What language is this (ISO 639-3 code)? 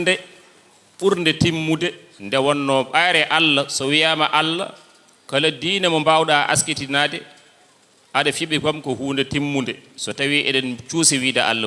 ful